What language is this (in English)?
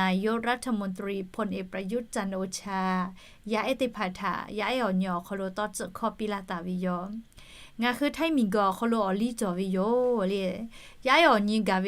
Lahu